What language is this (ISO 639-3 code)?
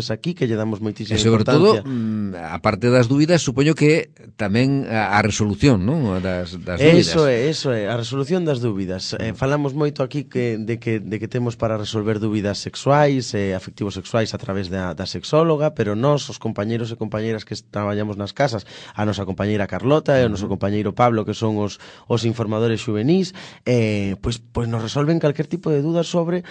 glg